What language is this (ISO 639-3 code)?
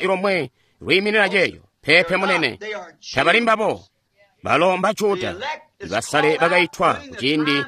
toi